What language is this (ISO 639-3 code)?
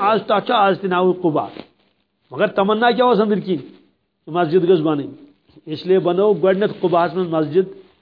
kas